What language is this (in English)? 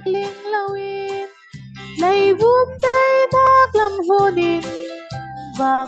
Falam Chin